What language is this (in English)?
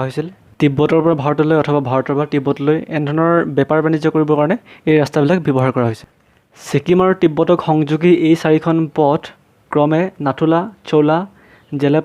Assamese